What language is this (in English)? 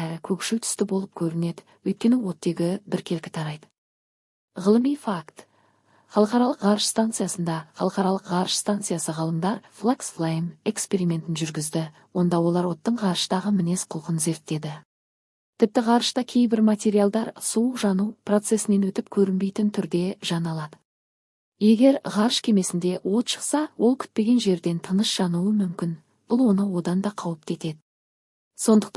Kazakh